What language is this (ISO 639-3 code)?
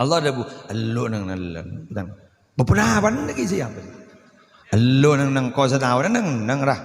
mad